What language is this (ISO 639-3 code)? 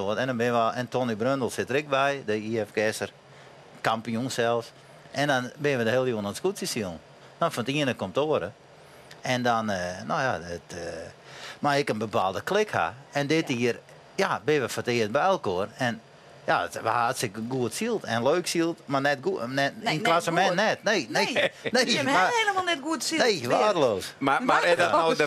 fry